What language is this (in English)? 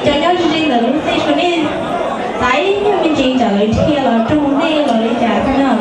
Hmong